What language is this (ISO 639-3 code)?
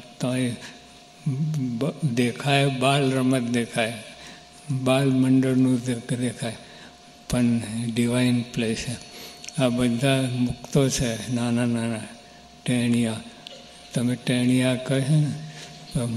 guj